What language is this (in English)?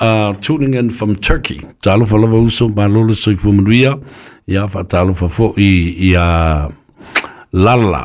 Samoan